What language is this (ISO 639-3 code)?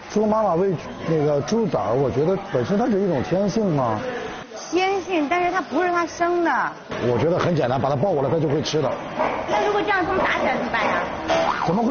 zho